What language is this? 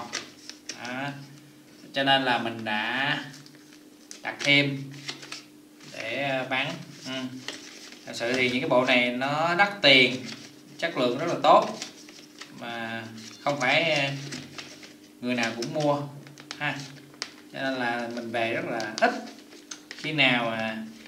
Vietnamese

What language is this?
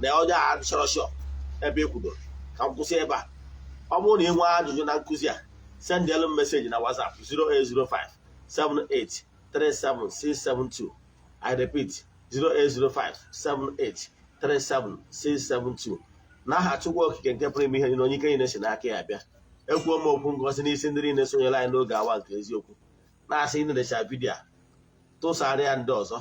Igbo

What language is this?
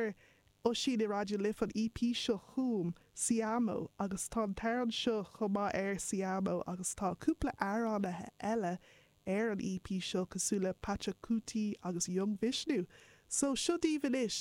Irish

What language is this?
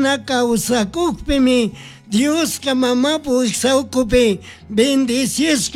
Chimborazo Highland Quichua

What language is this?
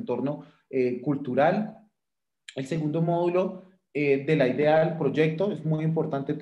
Spanish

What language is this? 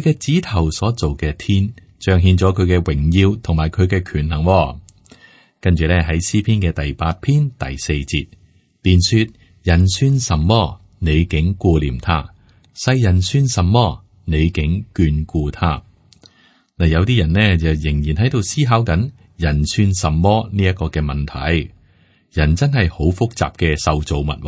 Cantonese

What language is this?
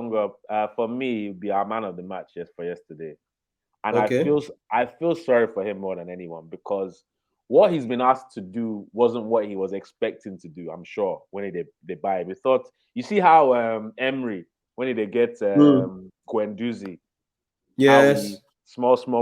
Nigerian Pidgin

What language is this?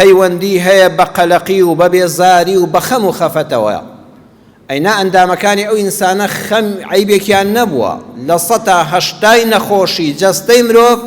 Central Kurdish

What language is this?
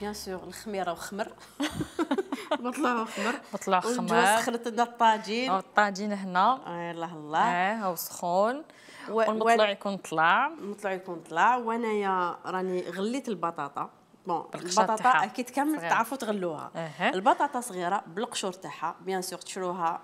Algerian Arabic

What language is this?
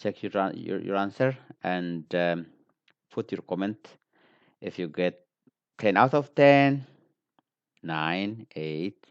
English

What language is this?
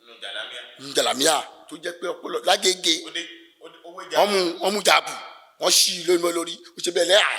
Yoruba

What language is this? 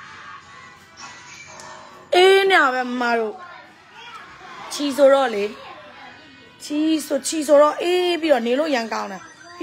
Burmese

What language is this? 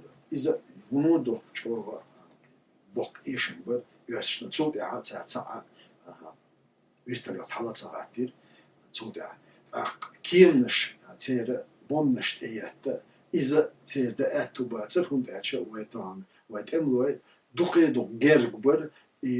Chechen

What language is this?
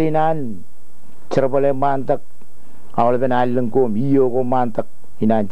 Marshallese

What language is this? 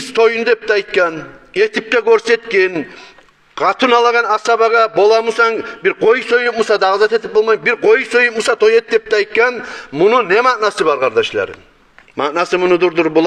Kumyk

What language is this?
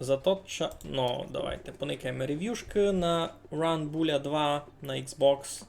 Rusyn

